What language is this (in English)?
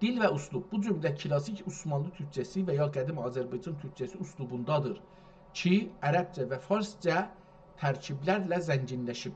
South Azerbaijani